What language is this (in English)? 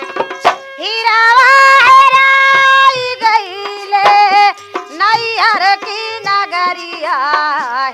Bhojpuri